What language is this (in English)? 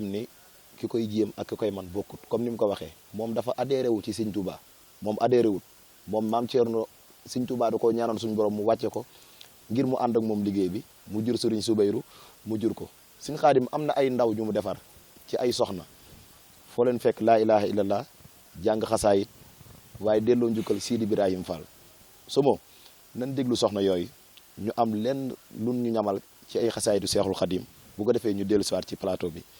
Wolof